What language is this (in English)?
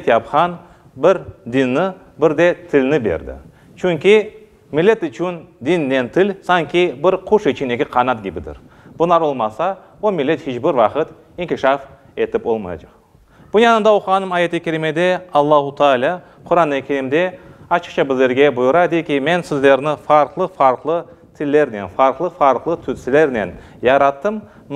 Crimean Tatar